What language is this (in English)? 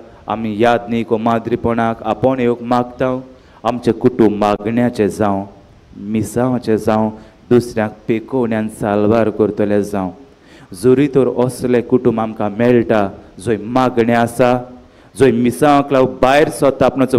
Konkani